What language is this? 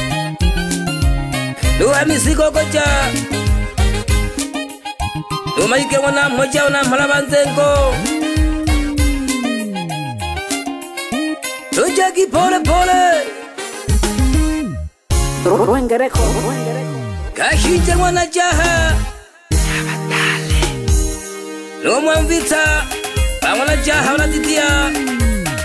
Swahili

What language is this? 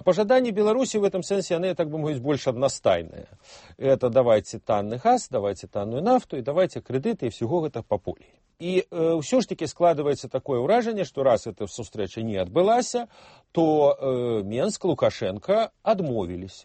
Belarusian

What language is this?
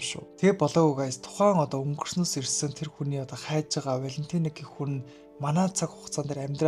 Mongolian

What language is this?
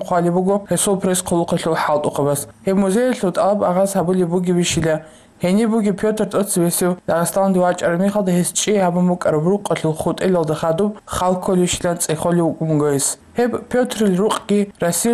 Avaric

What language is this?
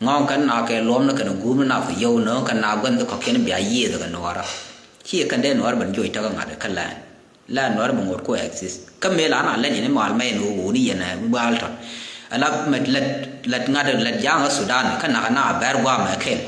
Nuer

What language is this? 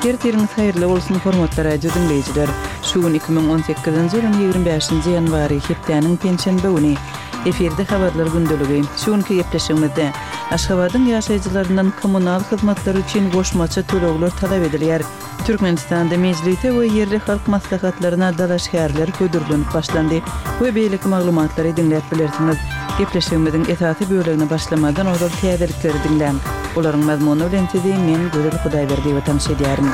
Turkmen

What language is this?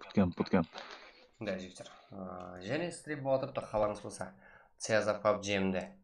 Kara-Kalpak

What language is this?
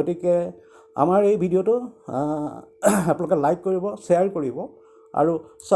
Assamese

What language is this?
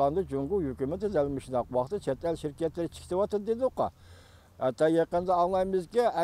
Uyghur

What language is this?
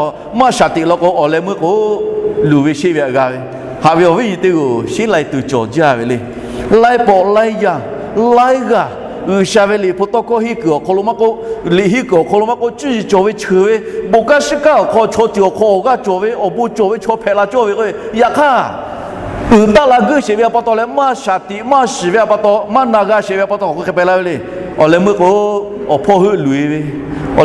Lahu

